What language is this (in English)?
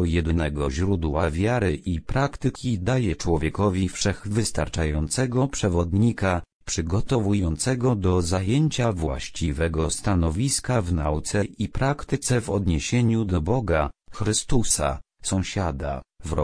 Polish